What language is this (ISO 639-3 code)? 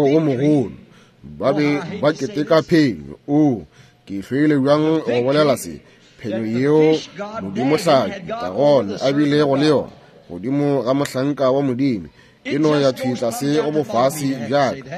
nso